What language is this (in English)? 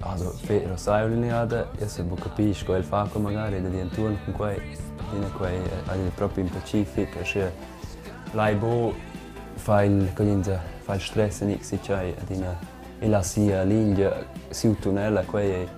Romansh